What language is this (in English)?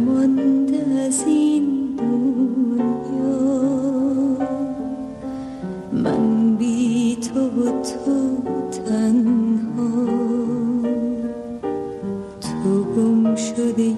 Persian